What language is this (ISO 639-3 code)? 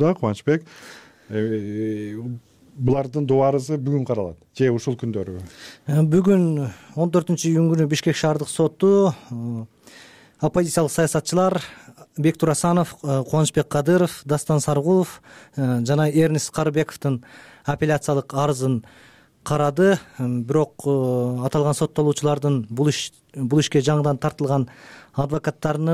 kir